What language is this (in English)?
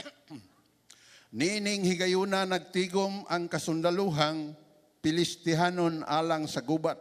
Cebuano